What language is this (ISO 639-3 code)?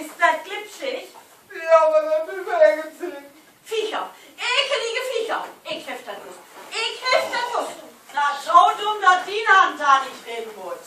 nds